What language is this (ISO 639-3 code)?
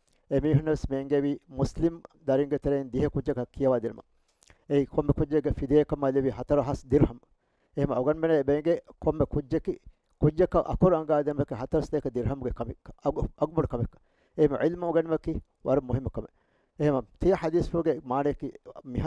div